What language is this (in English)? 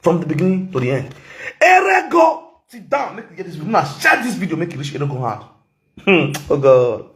Nigerian Pidgin